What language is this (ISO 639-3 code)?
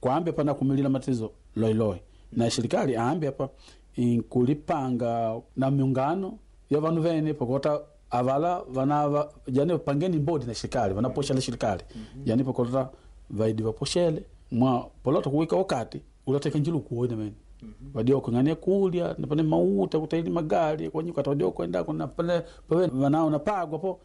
kde